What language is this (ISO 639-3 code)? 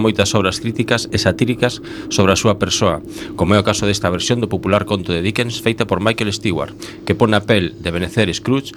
glg